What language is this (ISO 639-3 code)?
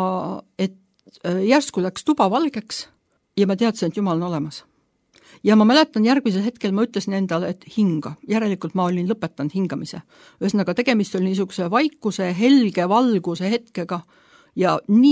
est